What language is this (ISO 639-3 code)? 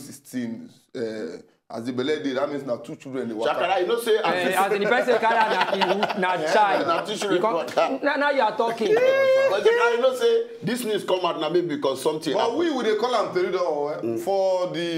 pcm